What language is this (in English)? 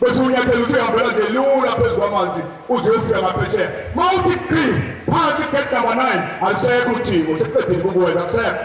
Zulu